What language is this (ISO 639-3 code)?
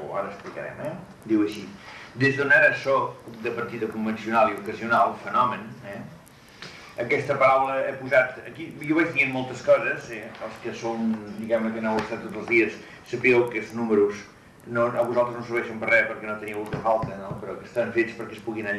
cat